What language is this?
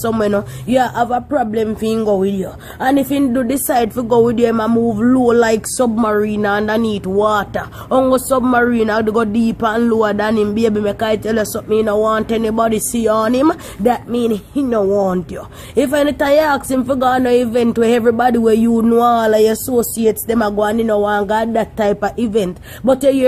Jamaican Creole English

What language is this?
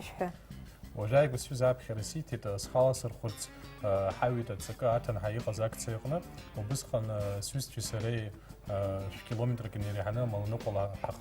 Abkhazian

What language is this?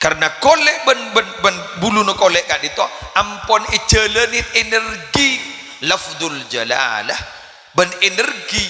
Madurese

